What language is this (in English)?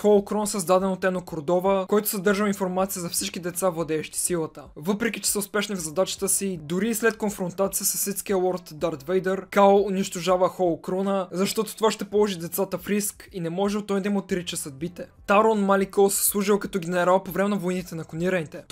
Bulgarian